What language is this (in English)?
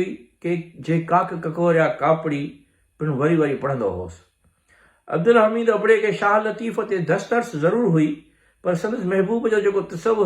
Sindhi